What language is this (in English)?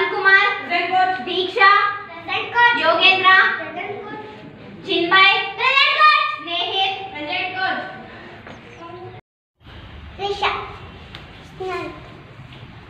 Kannada